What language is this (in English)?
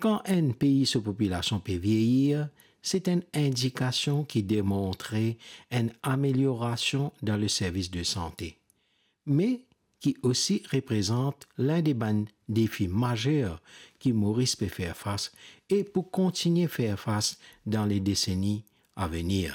Morisyen